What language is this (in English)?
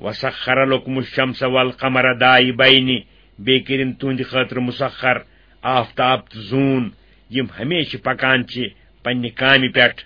Kashmiri